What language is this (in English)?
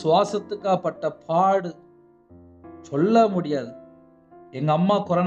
Tamil